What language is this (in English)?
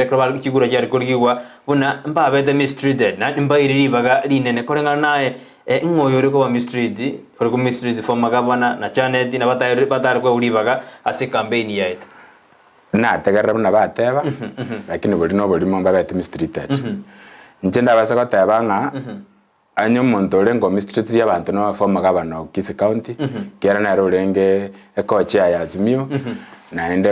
Gusii